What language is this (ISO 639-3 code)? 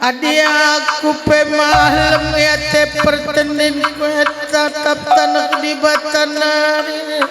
btx